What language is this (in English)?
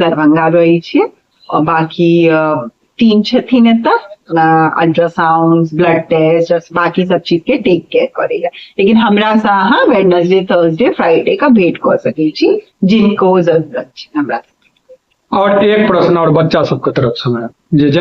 Maithili